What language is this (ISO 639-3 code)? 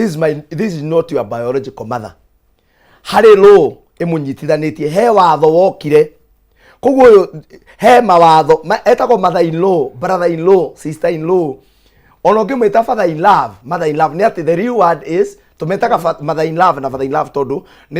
kik